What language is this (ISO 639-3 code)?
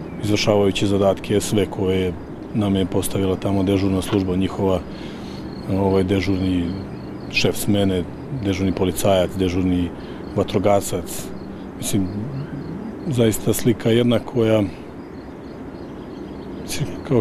srp